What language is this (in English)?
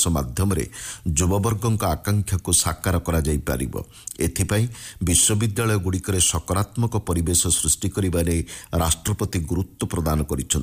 Odia